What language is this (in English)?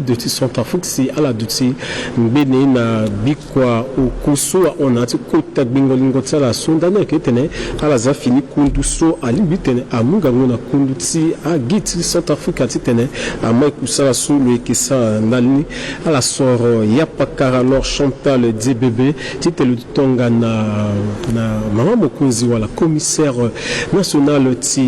Sango